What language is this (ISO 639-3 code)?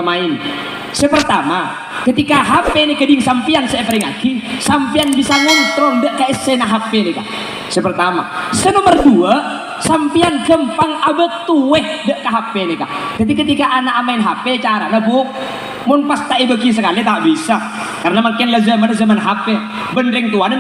mad